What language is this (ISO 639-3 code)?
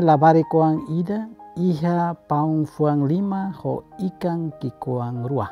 tet